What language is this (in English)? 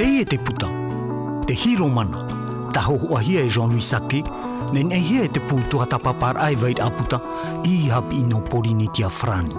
Tahitian